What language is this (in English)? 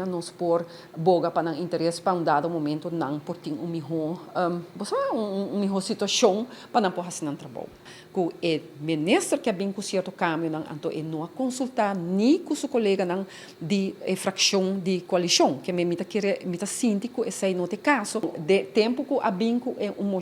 Papiamento